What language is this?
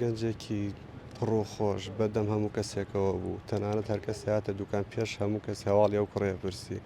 Central Kurdish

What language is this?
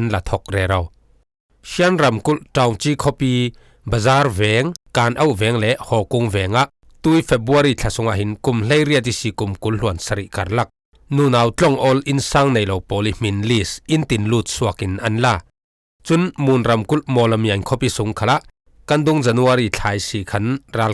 Falam Chin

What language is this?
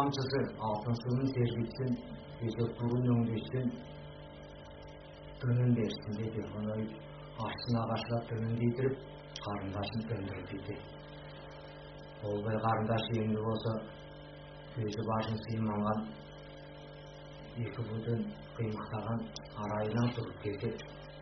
Kazakh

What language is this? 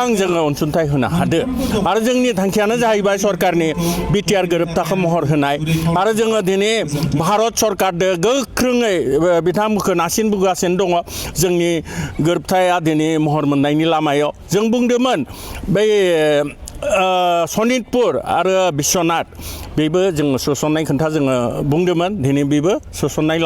Bodo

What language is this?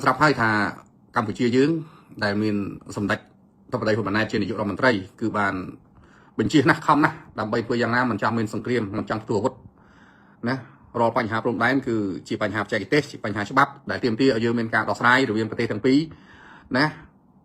Khmer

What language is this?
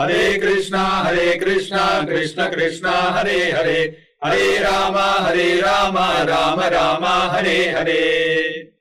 Sanskrit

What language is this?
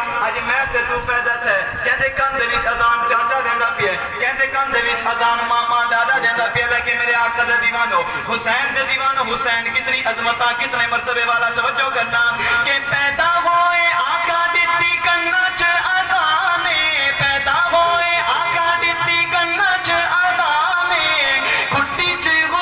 Saraiki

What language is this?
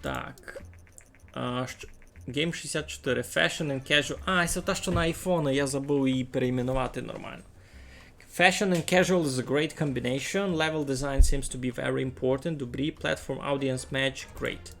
Rusyn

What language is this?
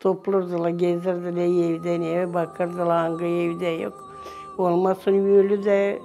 Gagauz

